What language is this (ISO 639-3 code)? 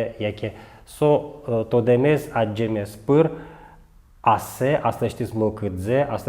udm